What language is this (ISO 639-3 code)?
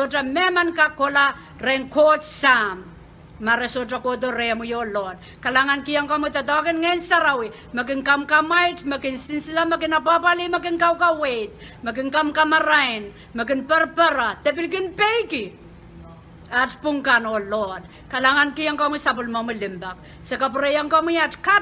pon